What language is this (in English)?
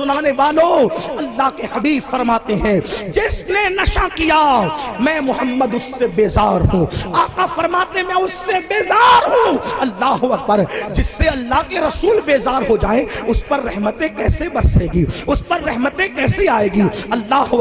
Urdu